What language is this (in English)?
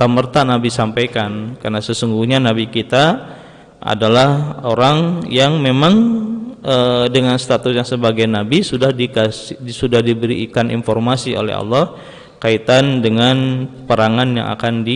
Indonesian